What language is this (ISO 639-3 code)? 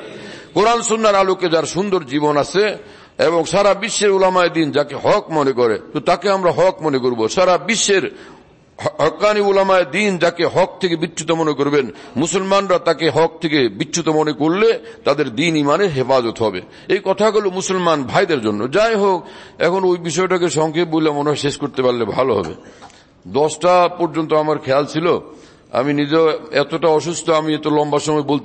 ben